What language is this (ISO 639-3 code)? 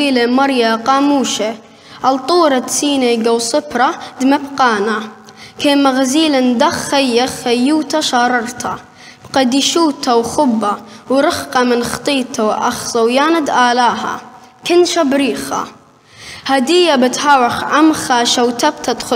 aii